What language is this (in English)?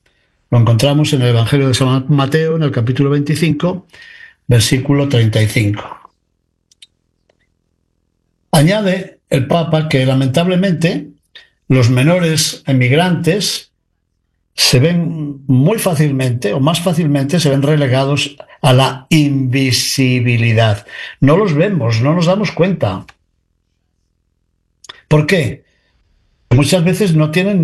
Spanish